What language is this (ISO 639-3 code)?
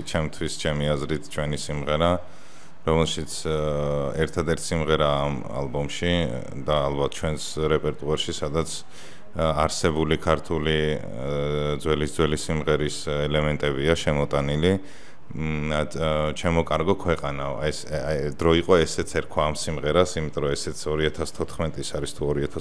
kat